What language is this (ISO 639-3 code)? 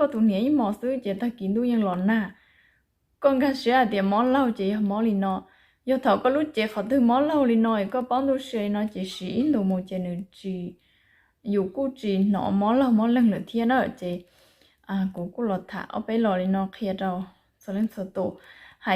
hmn